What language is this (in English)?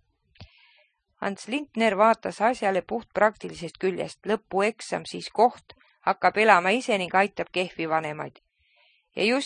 Estonian